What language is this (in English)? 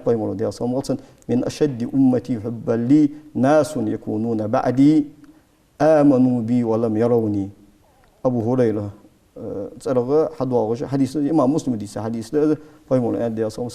Ingush